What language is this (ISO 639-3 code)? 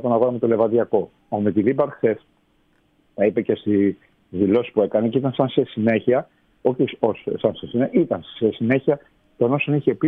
ell